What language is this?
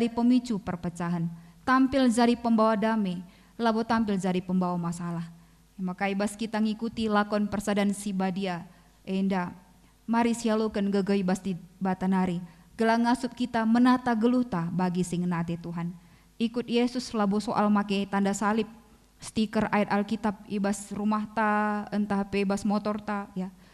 Batak Karo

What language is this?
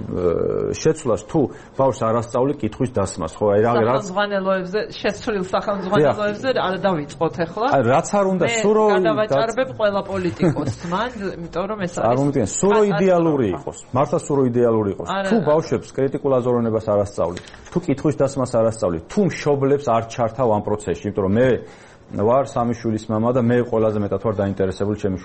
Georgian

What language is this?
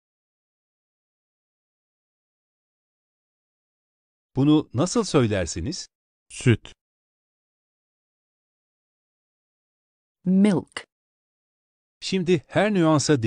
Turkish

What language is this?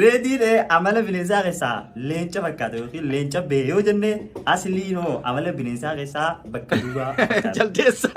Oromo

